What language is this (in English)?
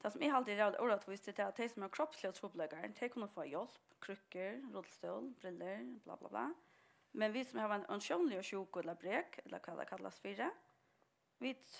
Faroese